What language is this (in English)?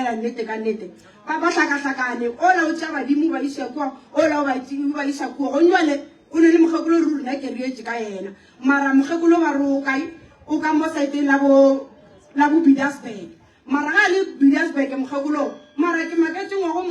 Northern Sotho